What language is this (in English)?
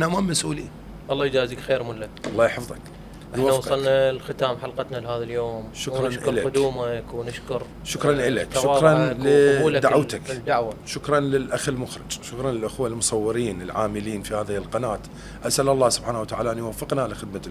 Mesopotamian Arabic